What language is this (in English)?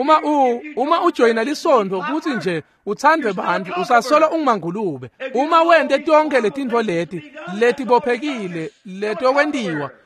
Swati